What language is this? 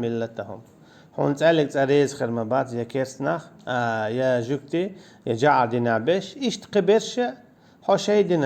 Chechen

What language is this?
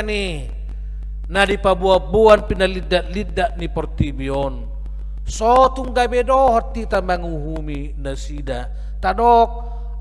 Batak Toba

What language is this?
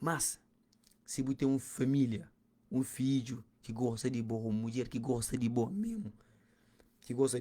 Kabuverdianu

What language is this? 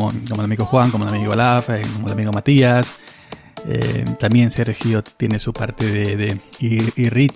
Spanish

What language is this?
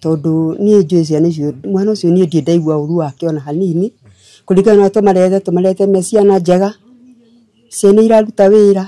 Kikuyu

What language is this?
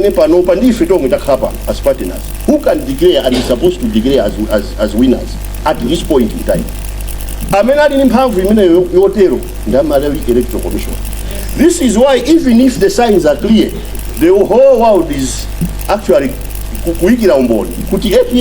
Nyanja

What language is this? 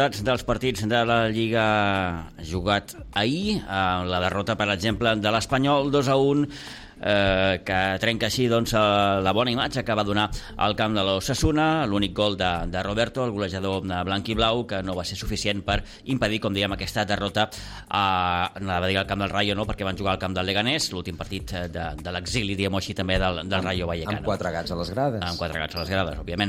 Catalan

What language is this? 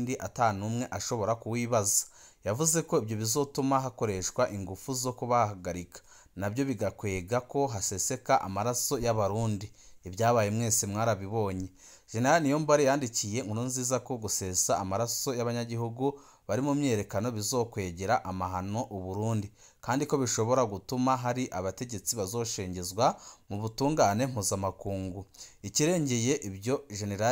Rundi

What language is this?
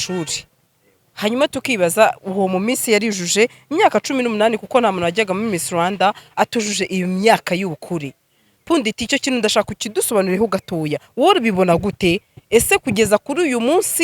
Kinyarwanda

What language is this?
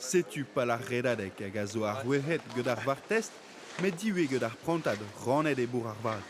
Breton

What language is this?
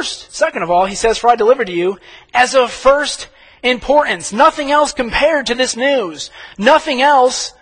English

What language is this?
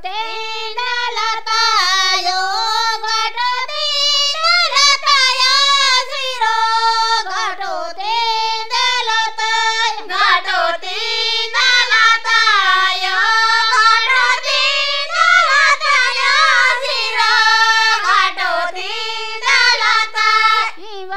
Gondi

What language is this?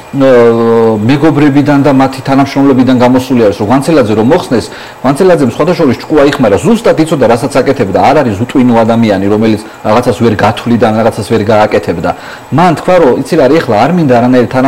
Georgian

